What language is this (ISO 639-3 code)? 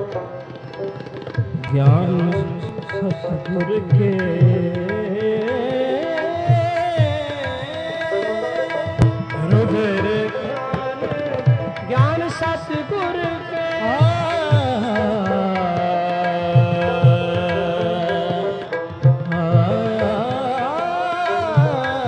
pan